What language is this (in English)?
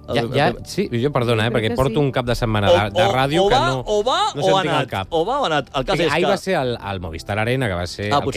Catalan